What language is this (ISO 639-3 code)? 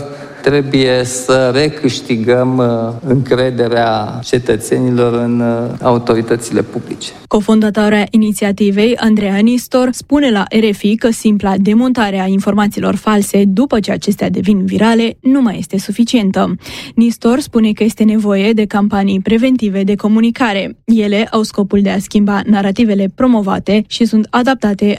ron